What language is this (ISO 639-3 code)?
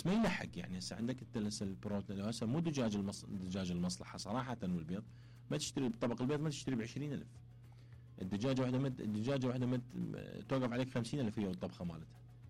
acm